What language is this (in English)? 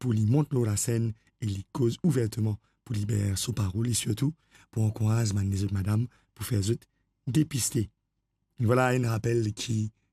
Morisyen